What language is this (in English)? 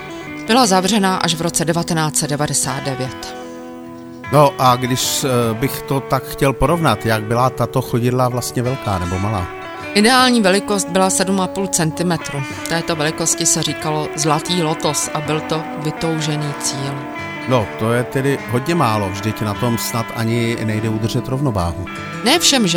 Czech